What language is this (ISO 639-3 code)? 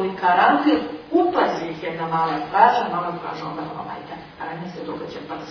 srp